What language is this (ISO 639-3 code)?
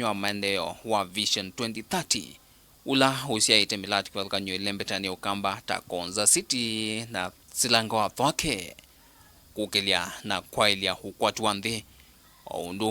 kam